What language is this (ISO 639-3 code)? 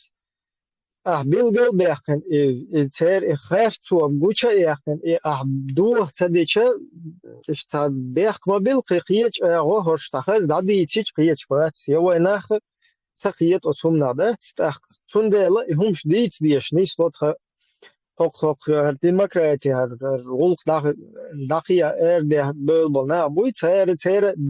che